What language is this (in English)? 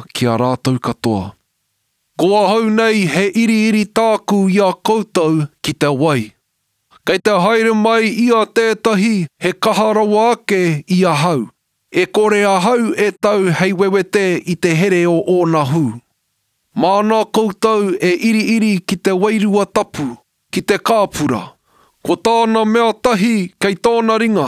Māori